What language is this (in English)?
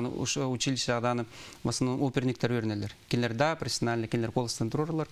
Yakut